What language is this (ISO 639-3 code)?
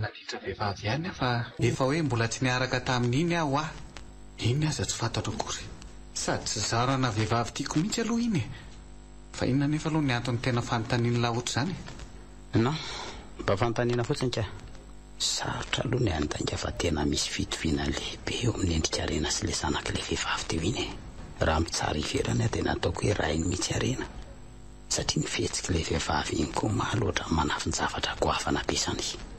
mlg